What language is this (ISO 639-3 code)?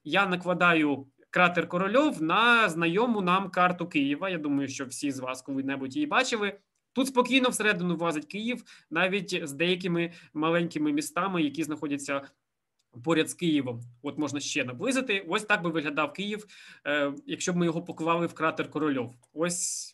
ukr